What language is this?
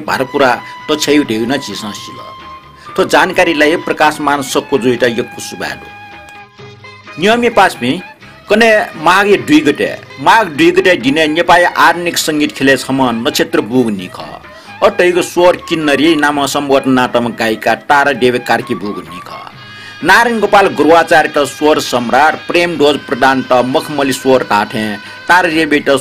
Newari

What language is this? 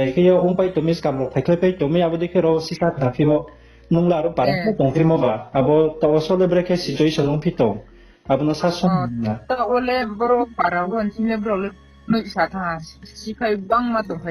Riang (India)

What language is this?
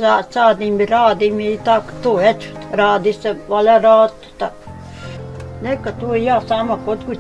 Bosnian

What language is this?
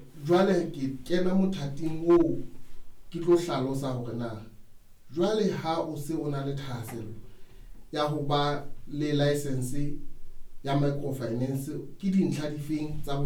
Southern Sotho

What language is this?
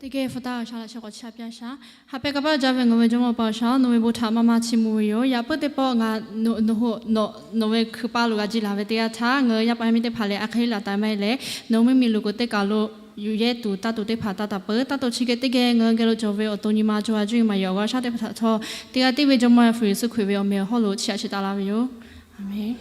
Lahu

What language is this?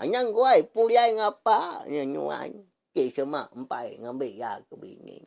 Iban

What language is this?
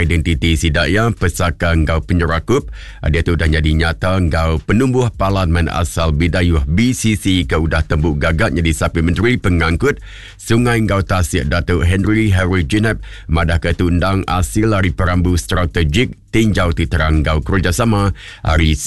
Iban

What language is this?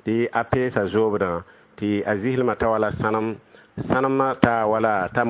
Mossi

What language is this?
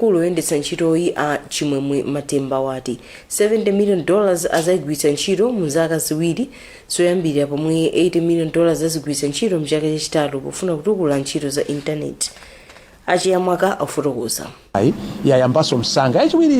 Nyanja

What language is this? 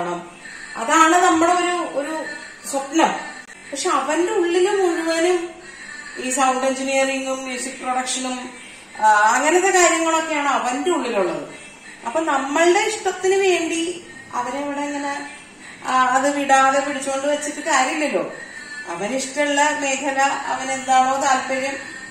Malayalam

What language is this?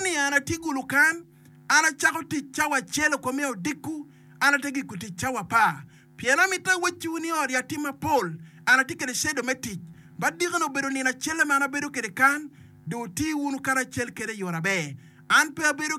Acoli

